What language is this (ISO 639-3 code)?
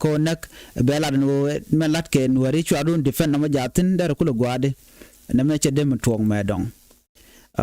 nus